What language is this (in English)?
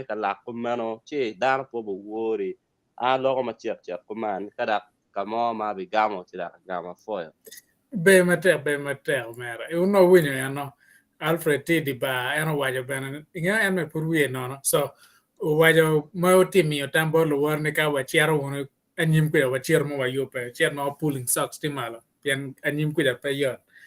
Acoli